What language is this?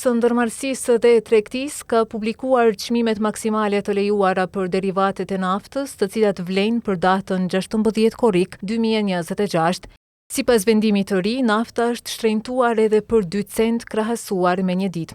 Albanian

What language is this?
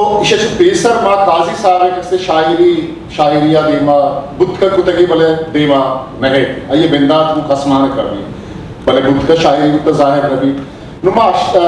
Eastern Balochi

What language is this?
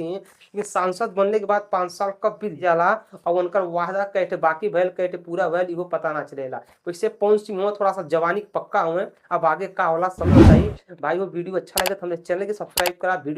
Bhojpuri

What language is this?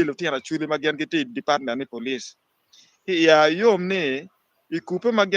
Acoli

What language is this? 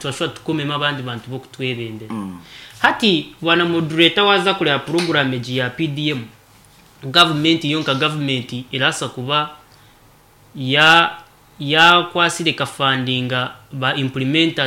Nyankole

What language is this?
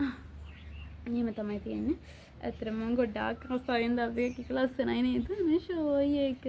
Sinhala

